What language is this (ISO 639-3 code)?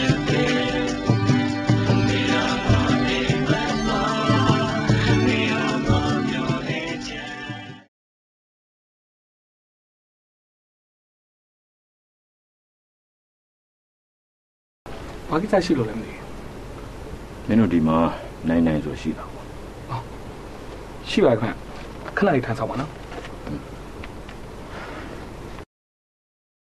mya